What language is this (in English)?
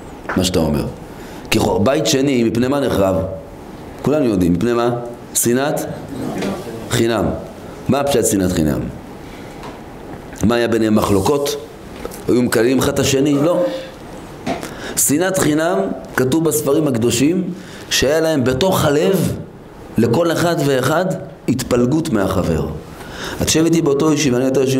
Hebrew